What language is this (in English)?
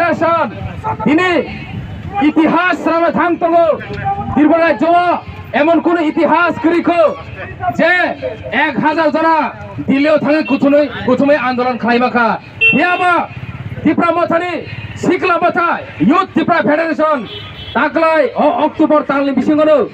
Kok Borok